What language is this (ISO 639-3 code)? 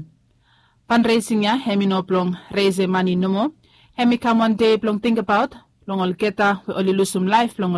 bis